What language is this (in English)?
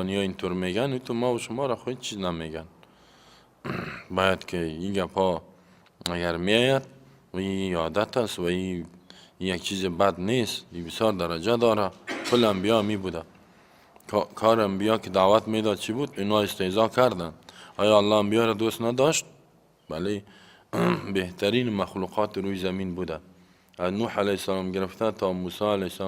Persian